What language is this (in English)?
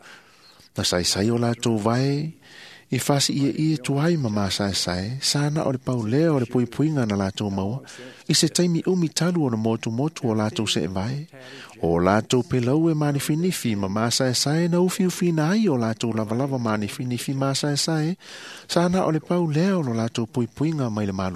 Samoan